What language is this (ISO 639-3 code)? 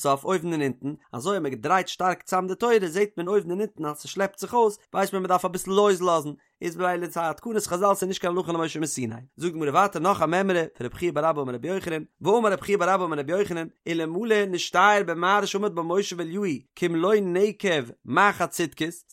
yid